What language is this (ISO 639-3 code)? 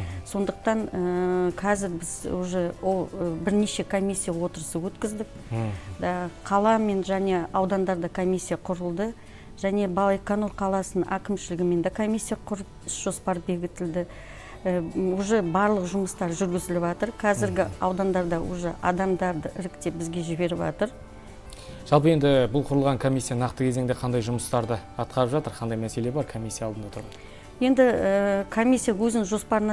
kaz